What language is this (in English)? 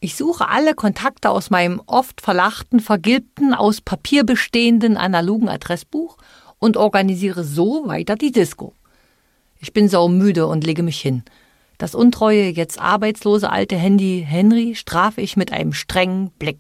German